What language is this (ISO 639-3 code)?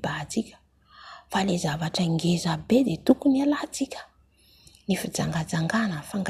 mlg